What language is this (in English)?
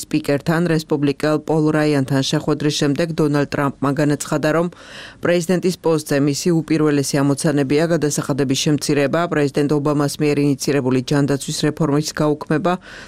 Georgian